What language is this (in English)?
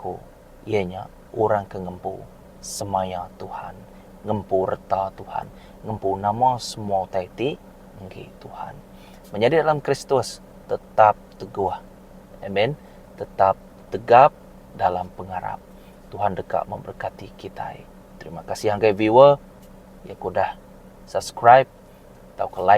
Iban